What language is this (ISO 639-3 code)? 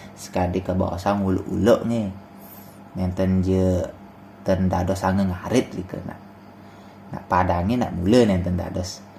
ban